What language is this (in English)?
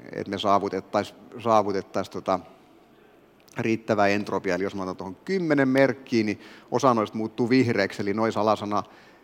Finnish